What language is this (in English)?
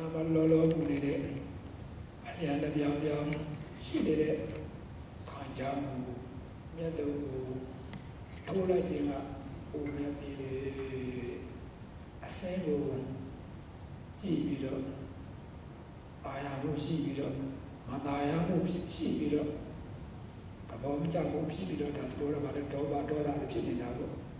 Burmese